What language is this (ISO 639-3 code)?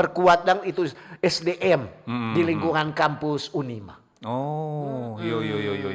xmm